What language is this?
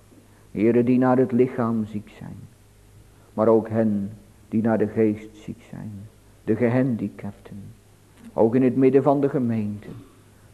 Dutch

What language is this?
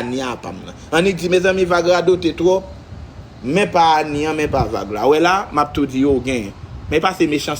Haitian Creole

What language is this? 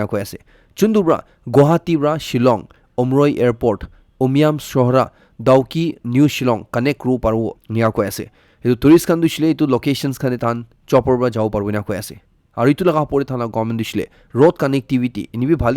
Naga Pidgin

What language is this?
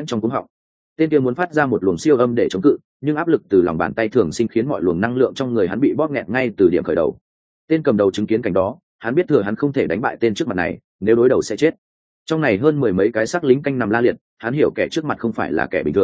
Vietnamese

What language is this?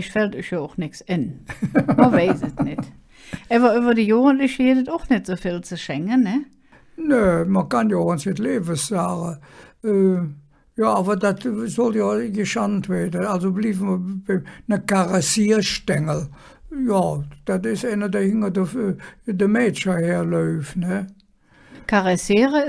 Colognian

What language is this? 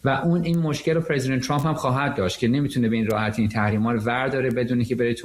Persian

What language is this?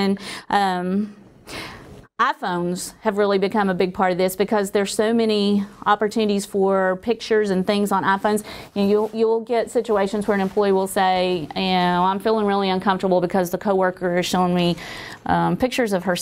English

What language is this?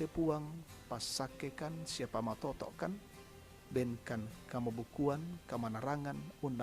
Toraja-Sa'dan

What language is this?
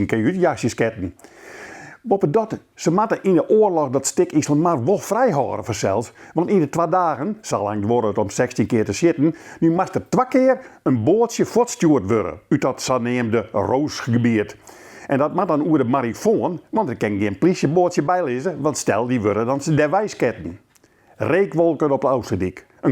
Western Frisian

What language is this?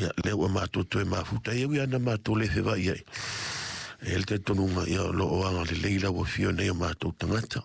Samoan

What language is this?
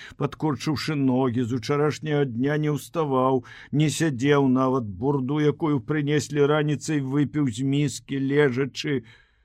Belarusian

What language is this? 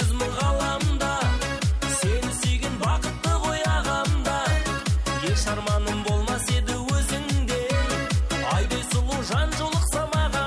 Kara-Kalpak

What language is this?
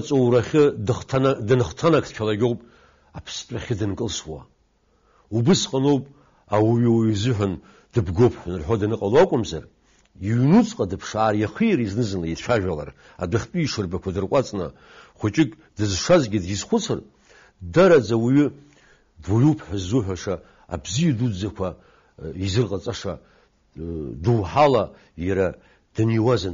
Abkhazian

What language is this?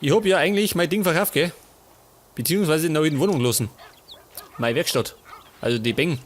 Bavarian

